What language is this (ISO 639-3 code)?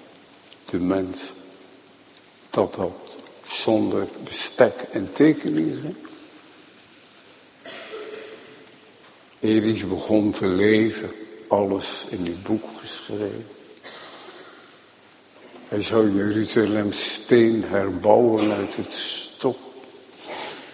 nld